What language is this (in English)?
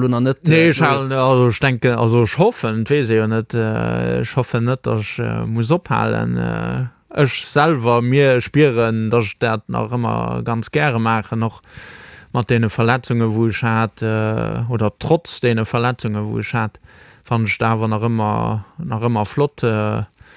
Luxembourgish